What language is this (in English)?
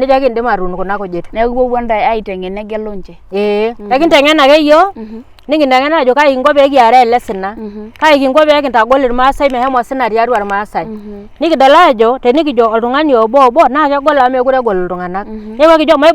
Masai